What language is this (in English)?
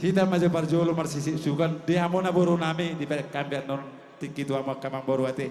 Batak Toba